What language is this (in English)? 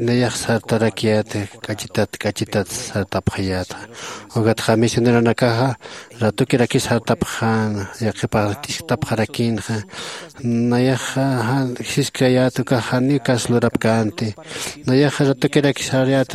Aymara